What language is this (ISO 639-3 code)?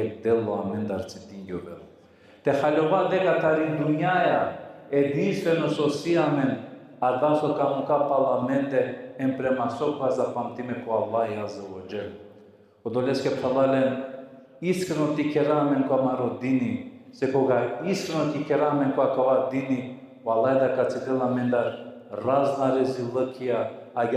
rmn